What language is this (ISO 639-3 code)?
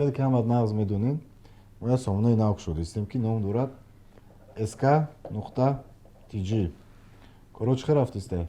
tgk